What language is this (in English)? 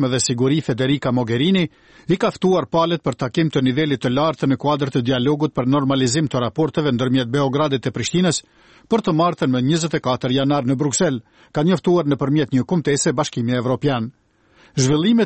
Albanian